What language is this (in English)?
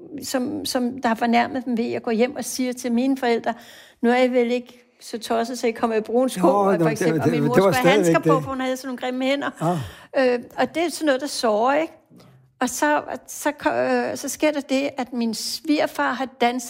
Danish